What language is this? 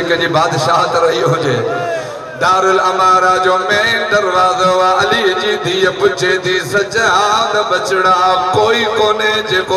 Sindhi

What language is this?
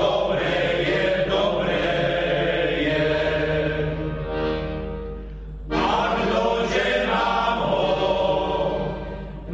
Slovak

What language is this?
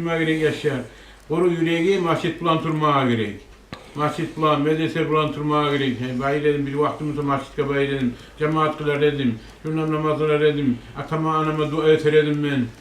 Kumyk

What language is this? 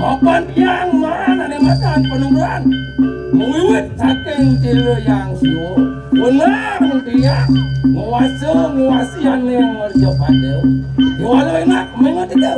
Balinese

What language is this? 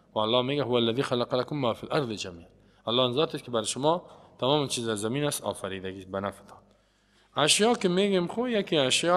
Persian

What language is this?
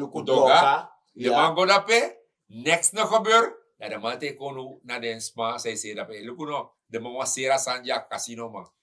Sranan Tongo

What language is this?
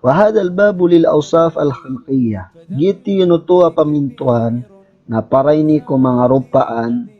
Maranao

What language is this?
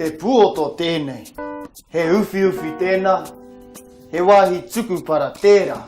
Māori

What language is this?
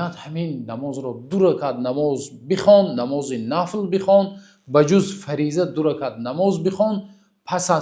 Tajik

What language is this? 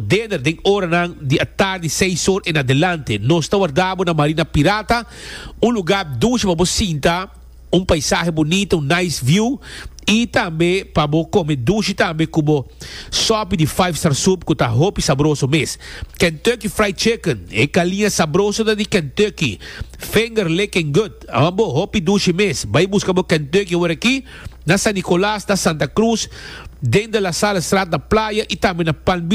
Papiamento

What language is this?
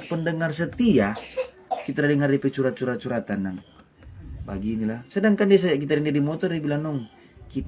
Manado Malay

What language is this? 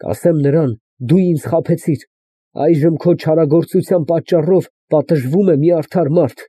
Armenian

